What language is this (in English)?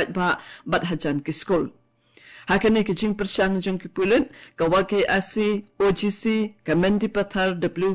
Khasi